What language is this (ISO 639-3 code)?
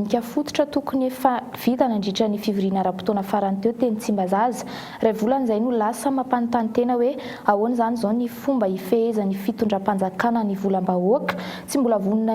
mlg